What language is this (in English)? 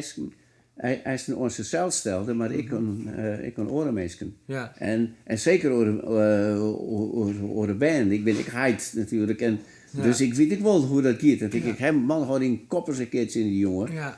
Western Frisian